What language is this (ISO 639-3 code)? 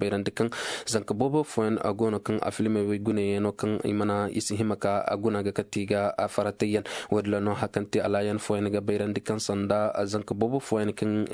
ses